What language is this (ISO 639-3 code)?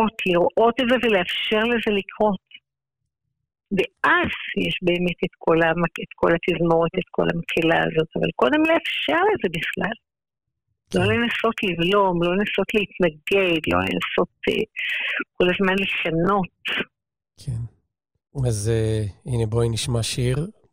heb